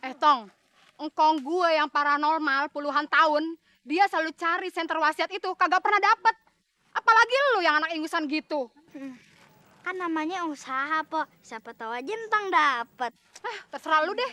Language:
Betawi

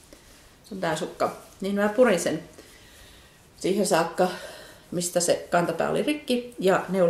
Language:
Finnish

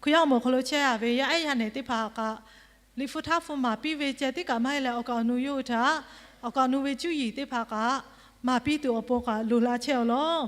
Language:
Lahu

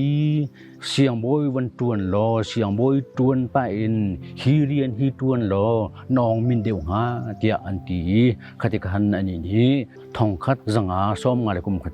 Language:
Hakha Chin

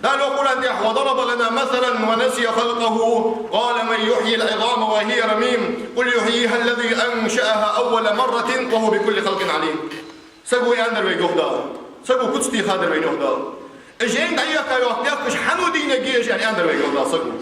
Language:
Ingush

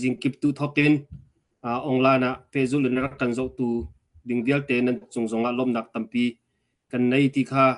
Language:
Hakha Chin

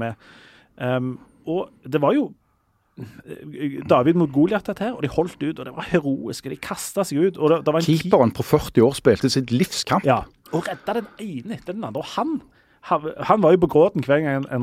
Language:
Norwegian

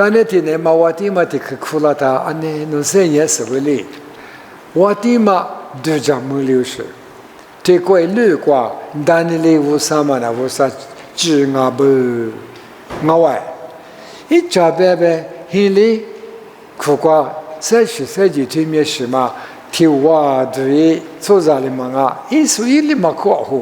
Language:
Lisu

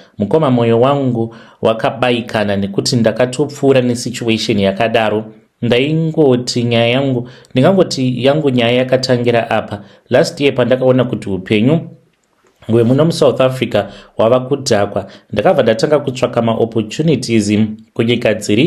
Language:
Shona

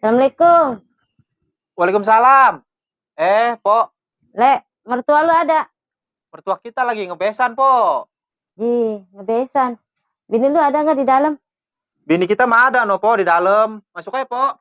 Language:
Betawi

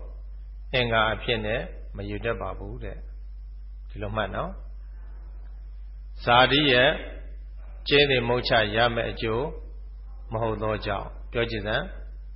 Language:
Burmese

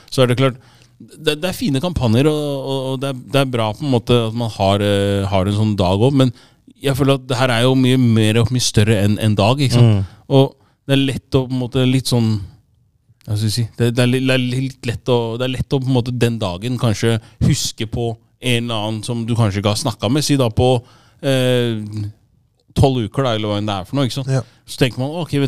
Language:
Norwegian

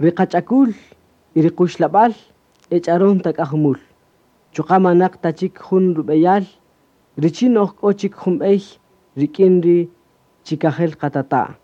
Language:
Kaqchikel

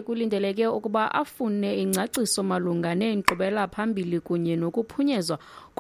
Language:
Xhosa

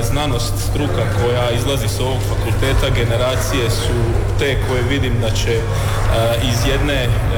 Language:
Croatian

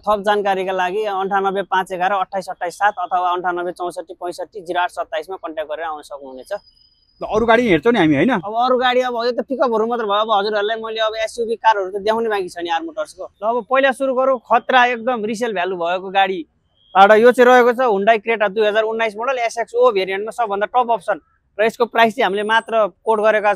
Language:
Nepali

